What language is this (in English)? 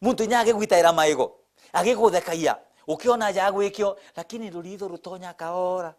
Meru